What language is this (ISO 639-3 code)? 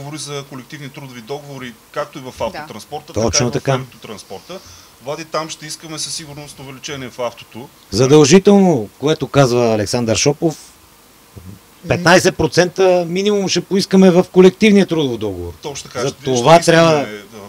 bul